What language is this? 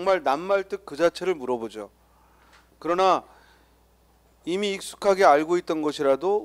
Korean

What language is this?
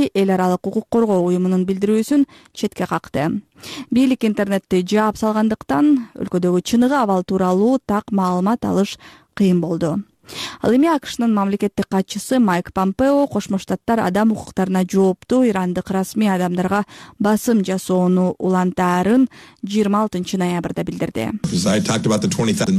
Kyrgyz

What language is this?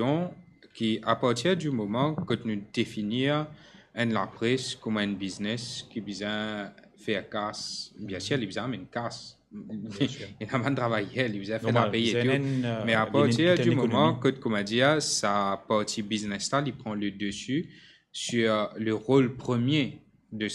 Morisyen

